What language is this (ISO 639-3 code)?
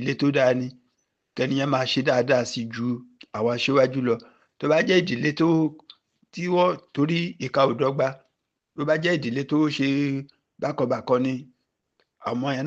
yor